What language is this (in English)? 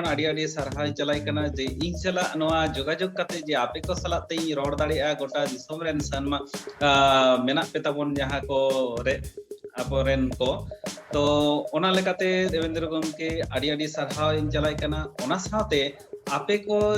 Santali